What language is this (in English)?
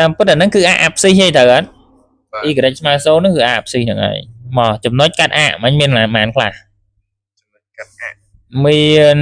Khmer